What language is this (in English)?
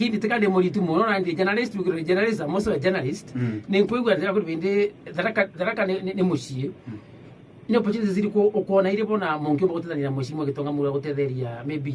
Meru